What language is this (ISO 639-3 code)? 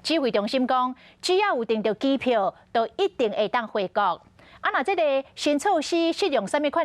nan